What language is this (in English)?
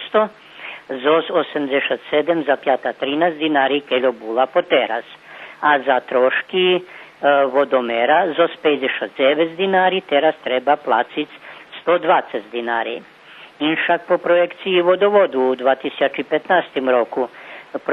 Rusyn